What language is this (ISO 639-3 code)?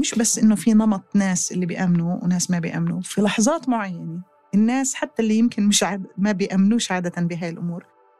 apc